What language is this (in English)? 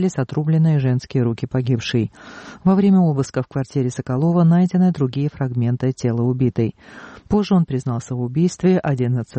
Russian